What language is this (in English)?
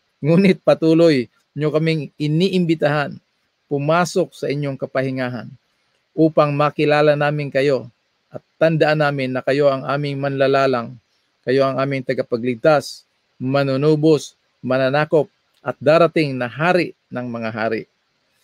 Filipino